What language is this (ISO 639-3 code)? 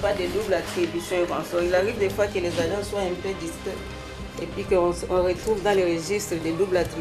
fra